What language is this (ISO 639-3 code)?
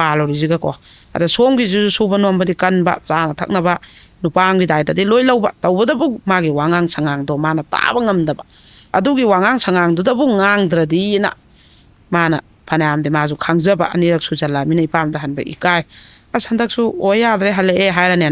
mni